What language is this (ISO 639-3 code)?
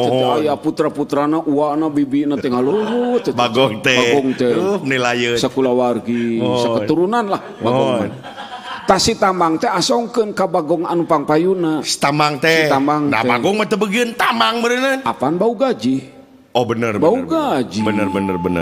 sun